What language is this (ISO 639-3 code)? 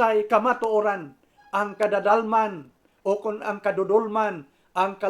hil